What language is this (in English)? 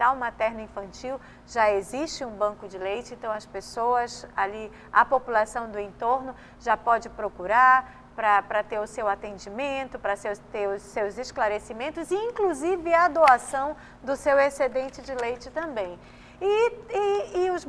Portuguese